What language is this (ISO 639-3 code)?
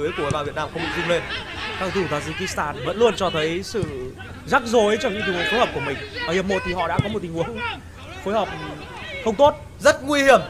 vie